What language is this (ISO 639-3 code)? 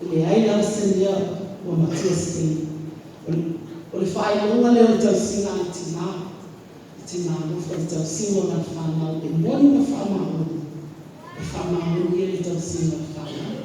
smo